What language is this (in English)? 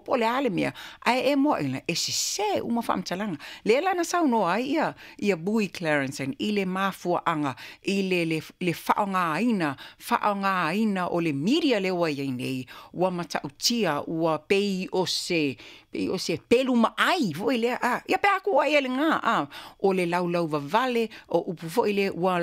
Samoan